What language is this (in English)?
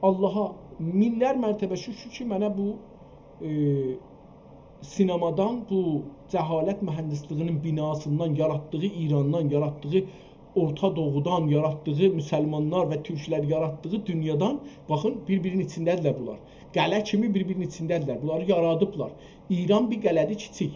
South Azerbaijani